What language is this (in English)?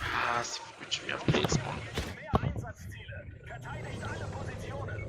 Swiss German